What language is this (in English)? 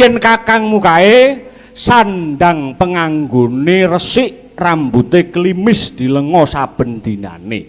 Javanese